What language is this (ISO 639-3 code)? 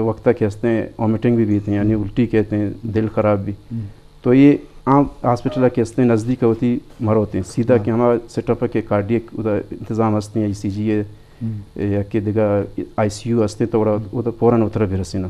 bgp